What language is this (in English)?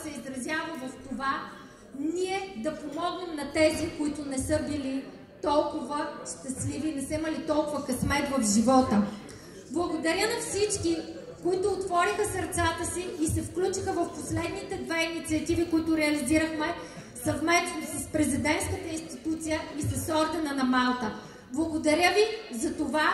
Bulgarian